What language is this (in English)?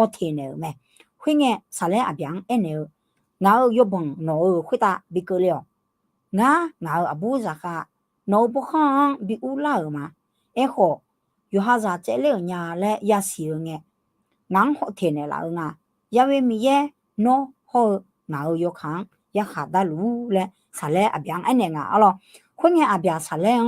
Akha